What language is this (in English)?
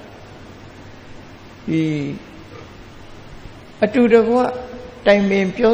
Burmese